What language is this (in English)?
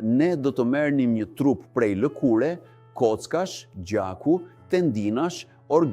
Albanian